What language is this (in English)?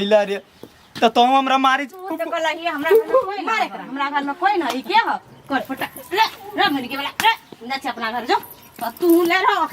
Maithili